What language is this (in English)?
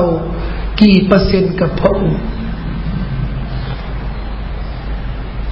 Thai